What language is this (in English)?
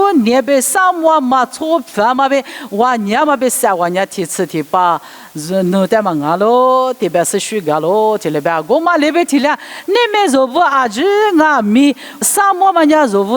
Lisu